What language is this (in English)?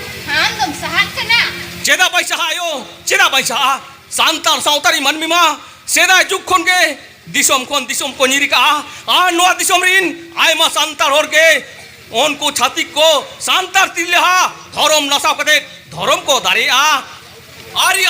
Santali